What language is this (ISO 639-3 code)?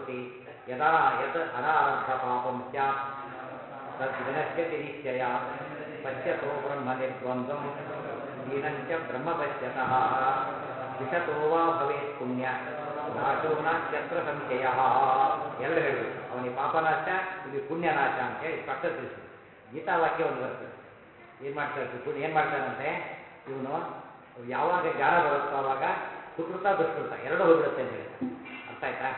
kan